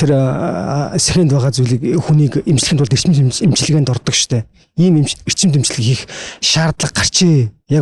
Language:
Mongolian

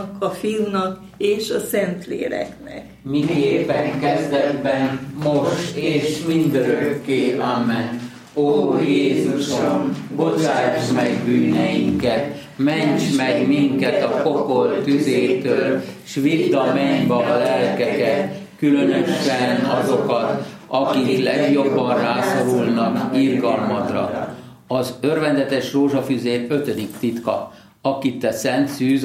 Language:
Hungarian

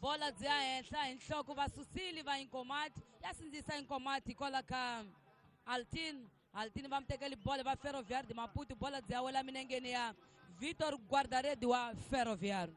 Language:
Tsonga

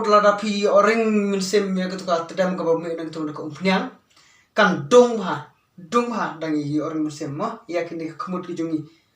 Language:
Khasi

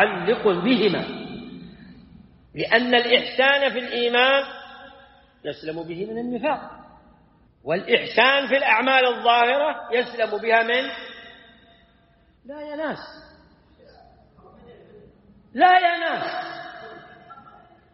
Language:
Arabic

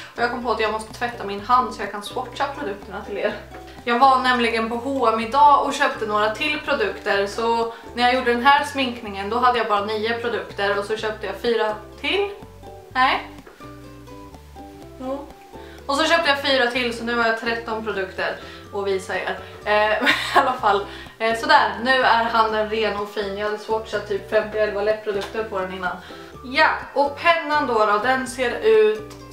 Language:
Swedish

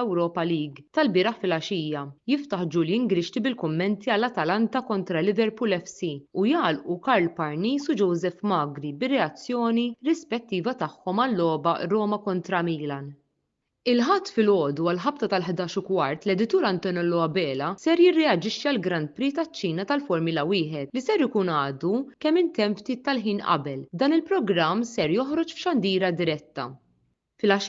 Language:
Maltese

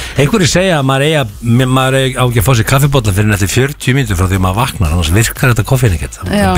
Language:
Icelandic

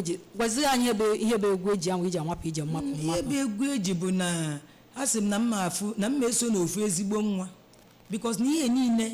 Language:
Igbo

